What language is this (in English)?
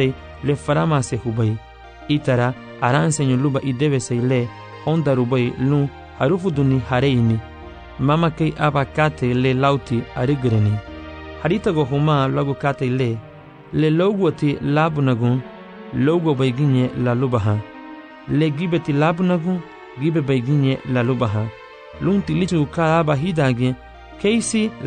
Garifuna